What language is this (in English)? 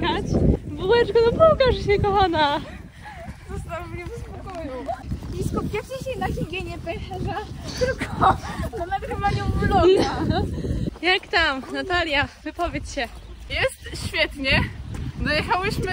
Polish